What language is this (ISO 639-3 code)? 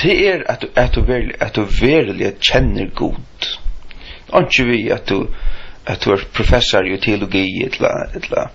fao